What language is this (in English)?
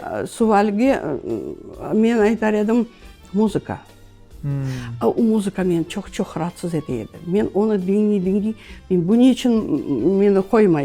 Crimean Tatar